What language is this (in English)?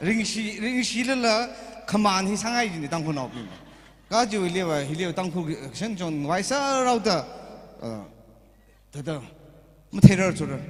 Tangkhul Naga (India)